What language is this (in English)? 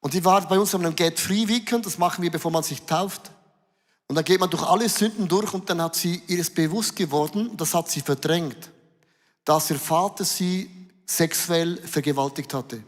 Swiss German